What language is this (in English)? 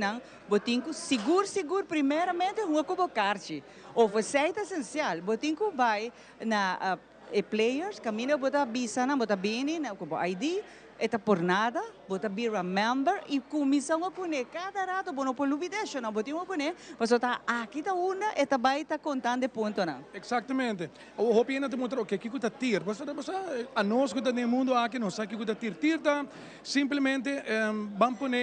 Papiamento